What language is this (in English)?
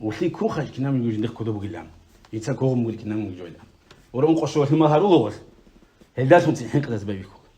Avaric